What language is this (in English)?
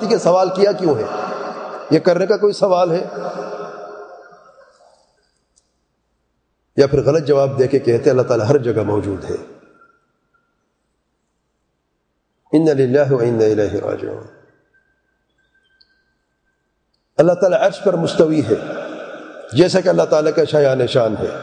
Urdu